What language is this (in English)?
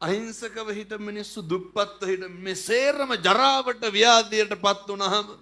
Sinhala